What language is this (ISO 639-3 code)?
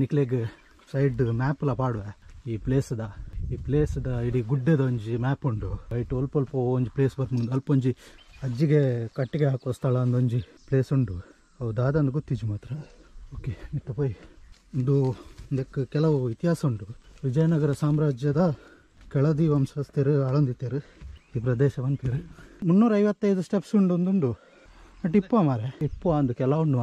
tcy